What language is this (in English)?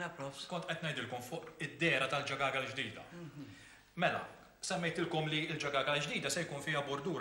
Maltese